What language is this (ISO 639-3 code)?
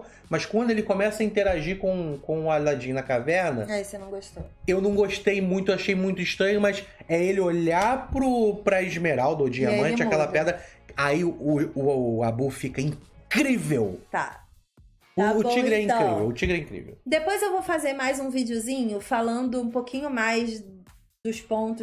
por